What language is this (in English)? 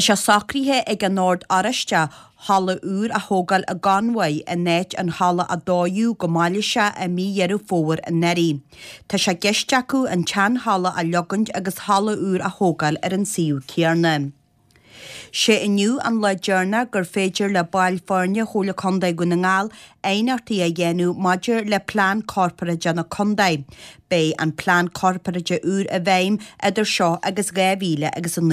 Irish